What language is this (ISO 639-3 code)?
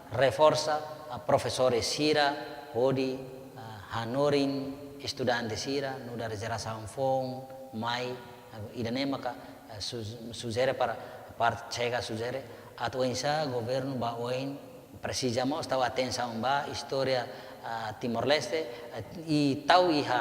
tet